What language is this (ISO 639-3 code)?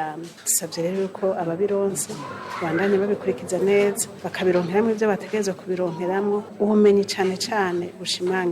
run